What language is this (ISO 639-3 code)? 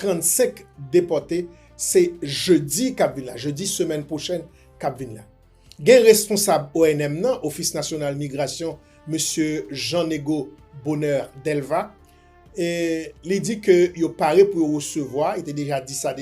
hat